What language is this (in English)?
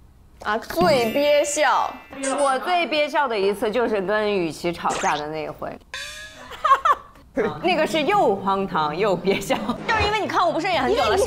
Chinese